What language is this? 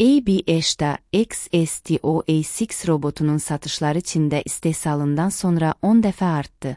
Azerbaijani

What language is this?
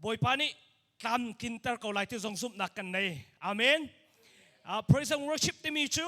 Hakha Chin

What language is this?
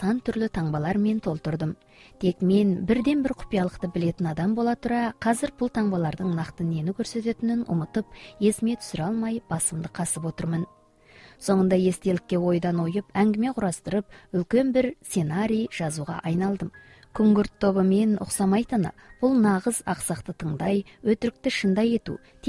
Kazakh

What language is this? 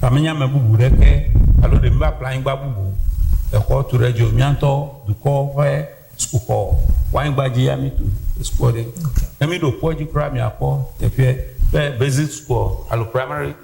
Ewe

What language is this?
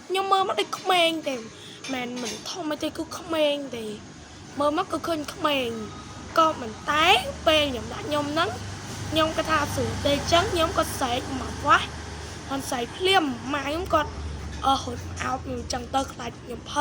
Khmer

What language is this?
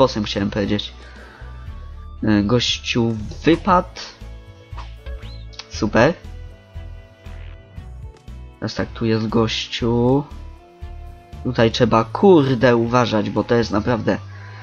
Polish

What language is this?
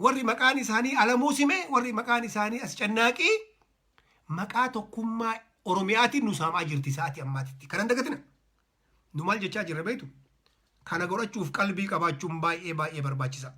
Oromo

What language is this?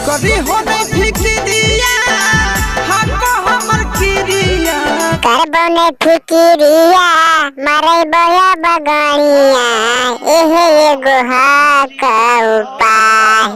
Magahi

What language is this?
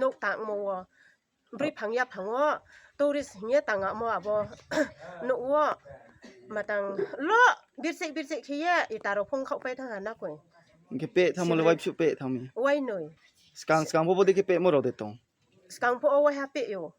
Riang (India)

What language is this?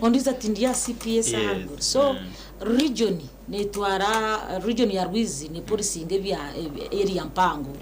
Nyankole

